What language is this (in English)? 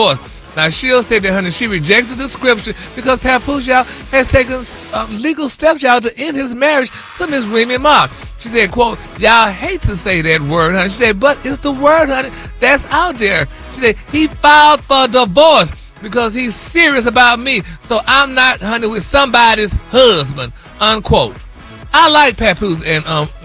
English